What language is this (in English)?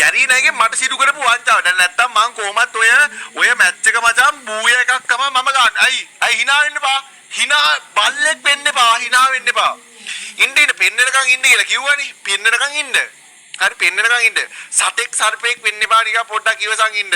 Sinhala